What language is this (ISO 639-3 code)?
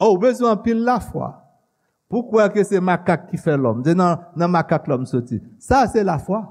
hat